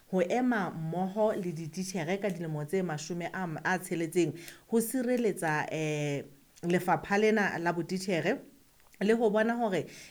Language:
Southern Sotho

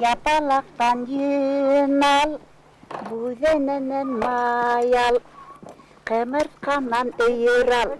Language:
Bashkir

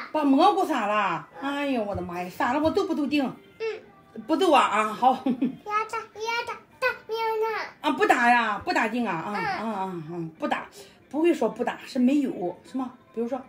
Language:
Chinese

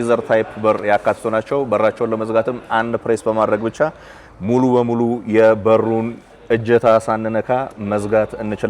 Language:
Amharic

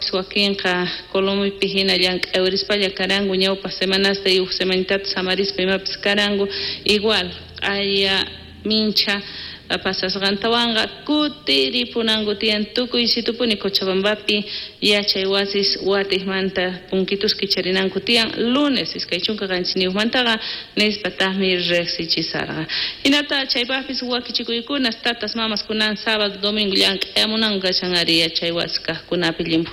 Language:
South Bolivian Quechua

